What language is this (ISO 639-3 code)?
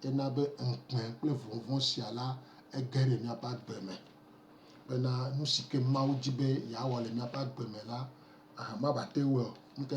gej